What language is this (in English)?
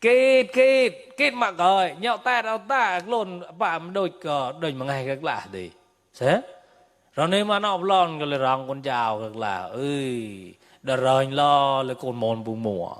Mon